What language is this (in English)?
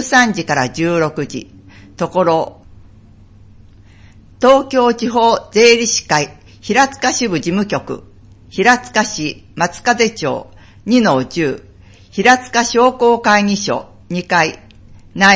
Japanese